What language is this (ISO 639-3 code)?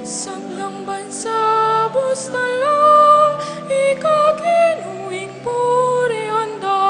pam